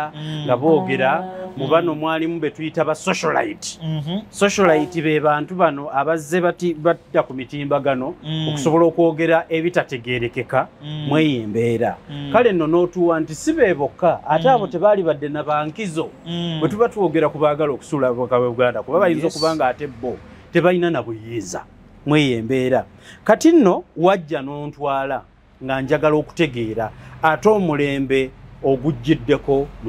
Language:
Ganda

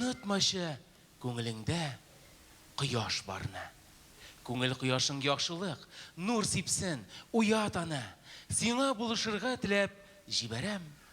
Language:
Tatar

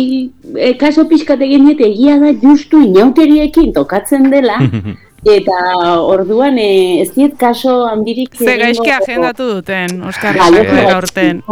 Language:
Basque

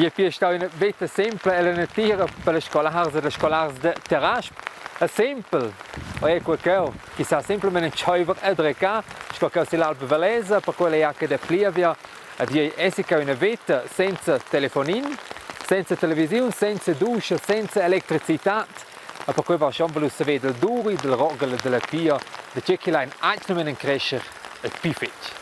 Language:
Romansh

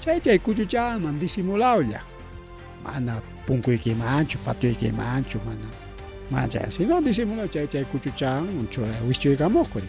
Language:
Ayacucho Quechua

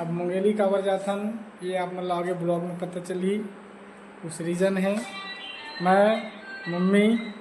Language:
Chhattisgarhi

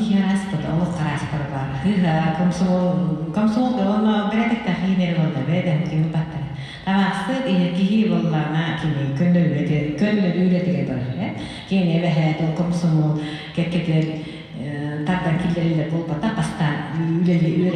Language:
Yakut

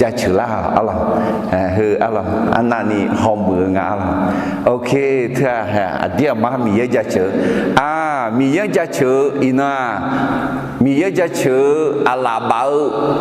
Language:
Akha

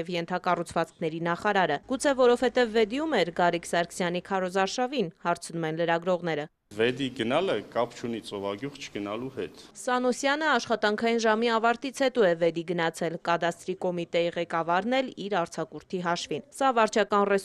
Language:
Armenian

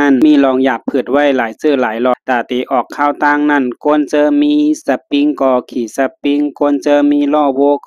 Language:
Shan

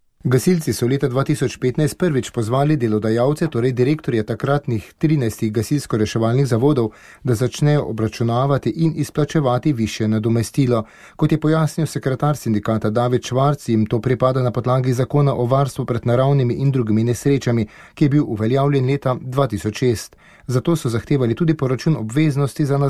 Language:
Slovenian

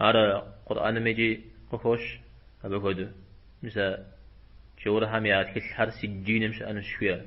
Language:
Kabardian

